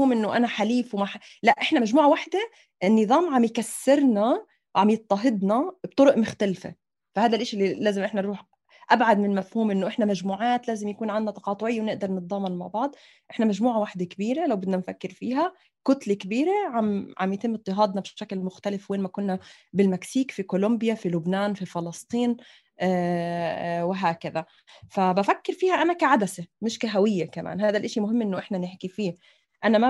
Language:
North Levantine Arabic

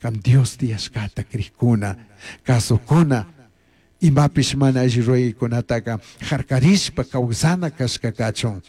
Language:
Chimborazo Highland Quichua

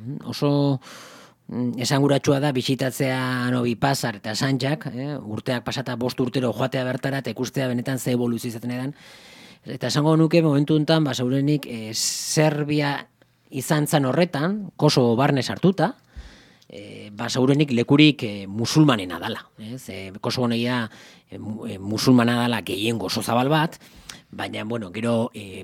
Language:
Basque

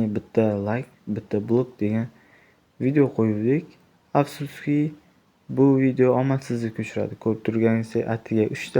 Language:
Uzbek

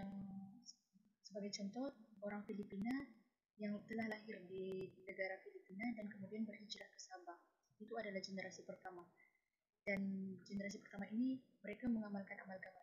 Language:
Malay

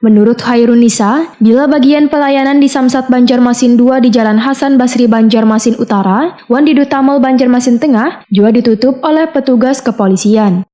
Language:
Banjar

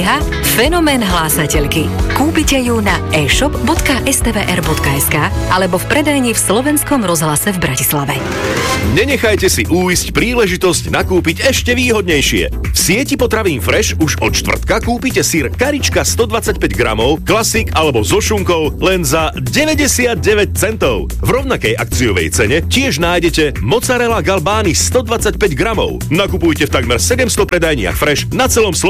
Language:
Slovak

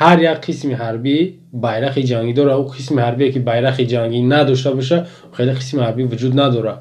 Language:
Tajik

